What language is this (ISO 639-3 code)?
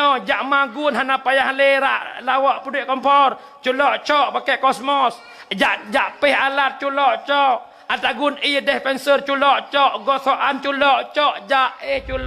ace